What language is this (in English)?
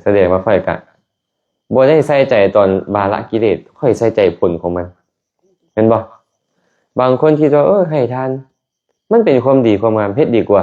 Lao